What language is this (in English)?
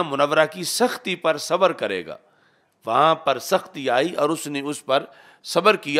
Urdu